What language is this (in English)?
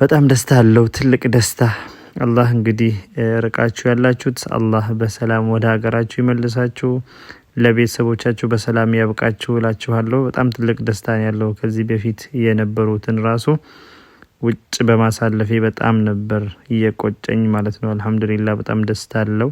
Amharic